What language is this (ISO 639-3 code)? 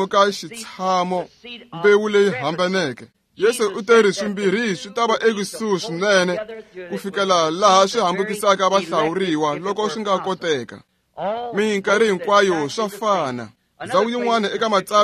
tso